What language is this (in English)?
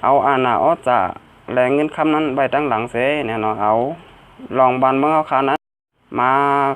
Shan